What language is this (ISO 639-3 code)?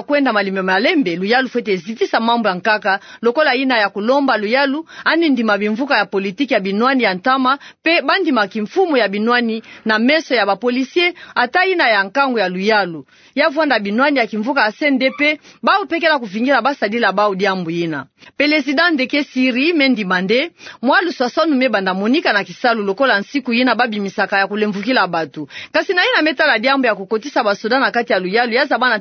ktu